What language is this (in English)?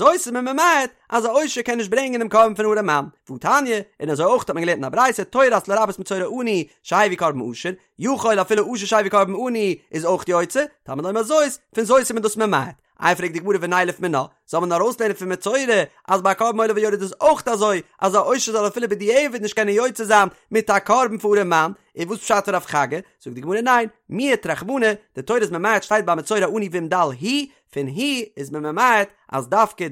Yiddish